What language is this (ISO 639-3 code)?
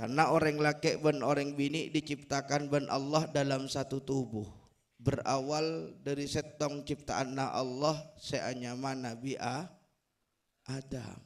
mad